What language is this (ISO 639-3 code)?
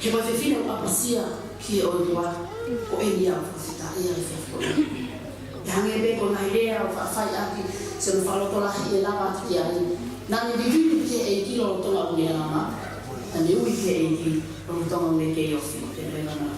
ton